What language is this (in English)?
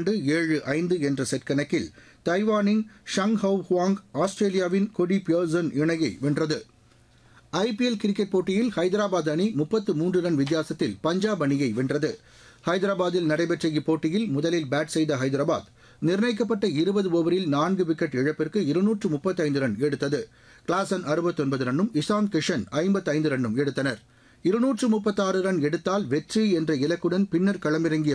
Tamil